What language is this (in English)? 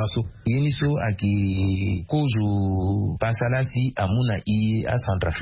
Sango